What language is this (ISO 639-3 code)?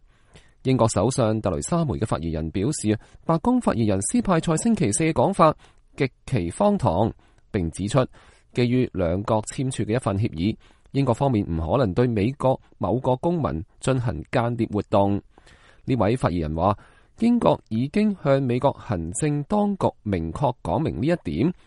yue